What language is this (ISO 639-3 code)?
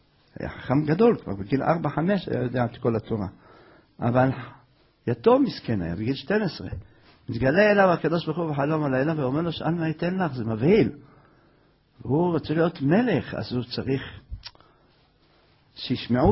heb